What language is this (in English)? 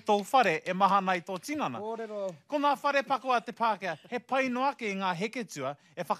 Māori